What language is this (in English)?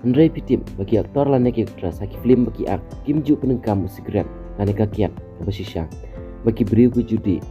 Khasi